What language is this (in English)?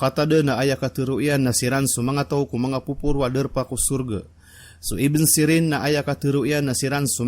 Maranao